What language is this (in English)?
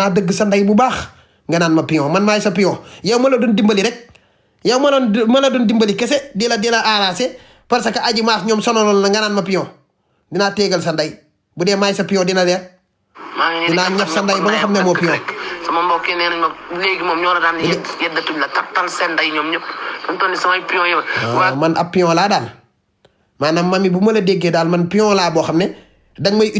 Wolof